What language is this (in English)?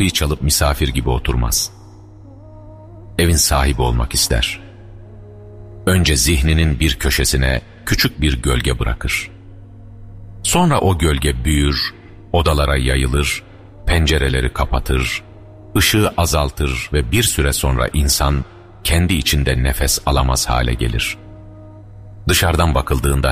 Turkish